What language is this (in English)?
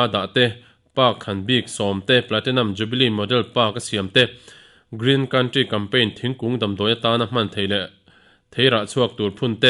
Mizo